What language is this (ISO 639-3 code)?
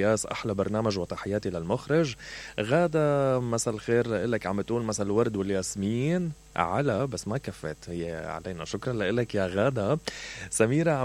acm